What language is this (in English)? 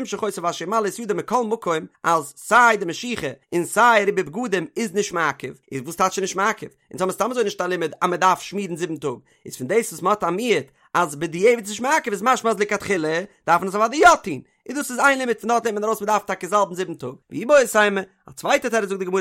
Yiddish